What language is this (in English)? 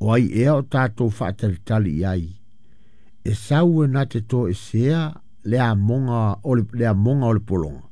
Samoan